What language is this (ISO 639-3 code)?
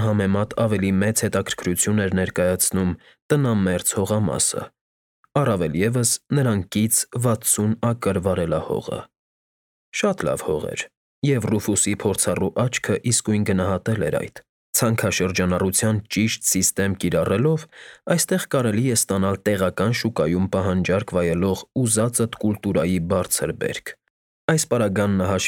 hye